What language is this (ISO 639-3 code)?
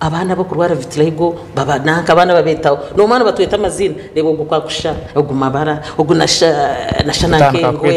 nyn